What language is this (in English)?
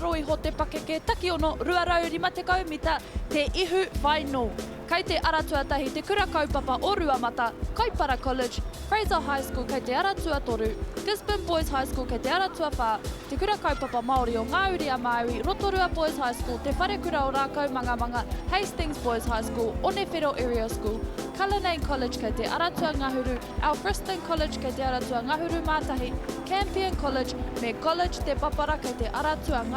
Māori